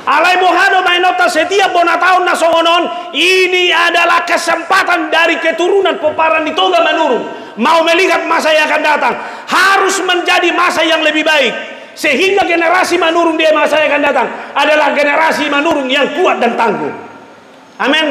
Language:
Batak Toba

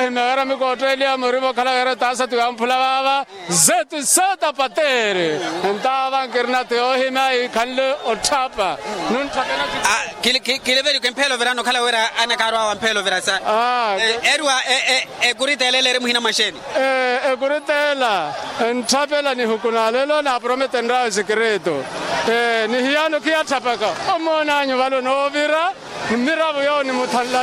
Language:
Makhuwa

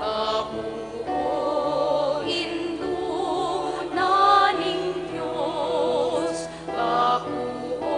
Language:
Pampanga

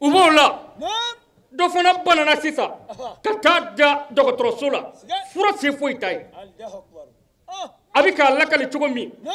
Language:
Bambara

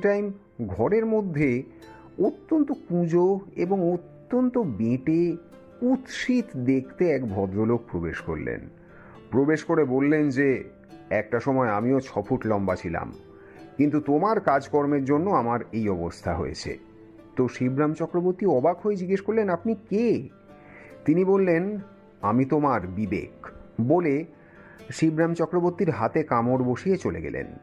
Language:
Bangla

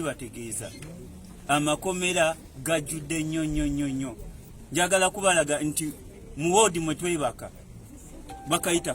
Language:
Ganda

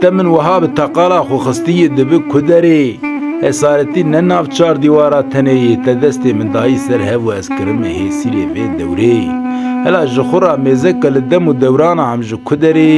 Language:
Kurdish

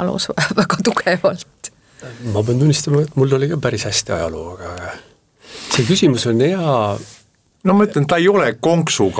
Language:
Estonian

